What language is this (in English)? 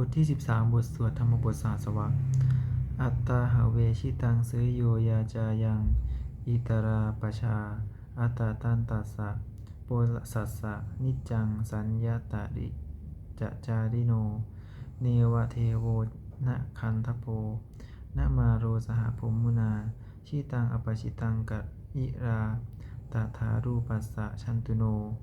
Pali